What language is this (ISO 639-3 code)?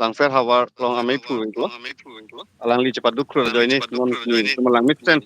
mjw